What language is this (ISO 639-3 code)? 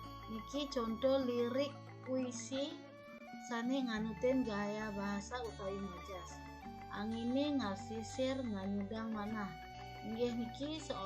ban